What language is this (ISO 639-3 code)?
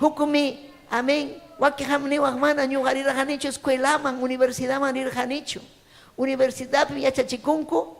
quy